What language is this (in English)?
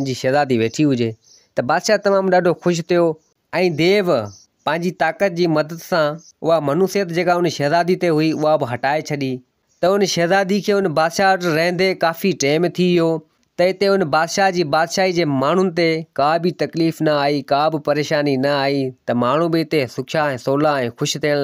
Sindhi